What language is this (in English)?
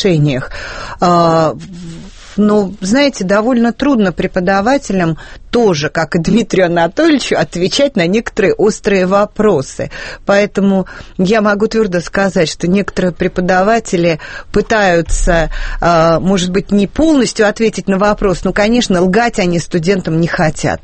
Russian